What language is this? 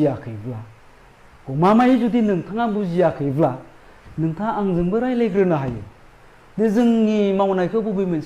Bodo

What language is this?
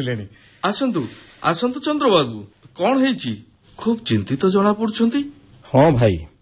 Odia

